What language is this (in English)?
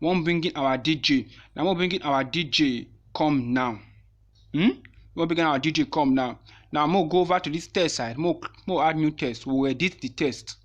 Nigerian Pidgin